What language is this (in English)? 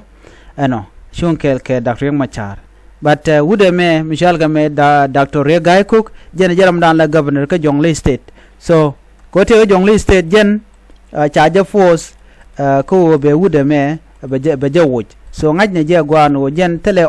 Nuer